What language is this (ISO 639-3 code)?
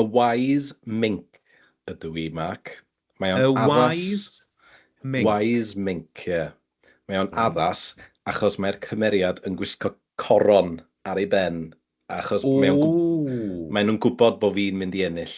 cym